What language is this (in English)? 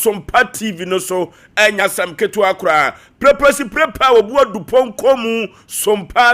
Akan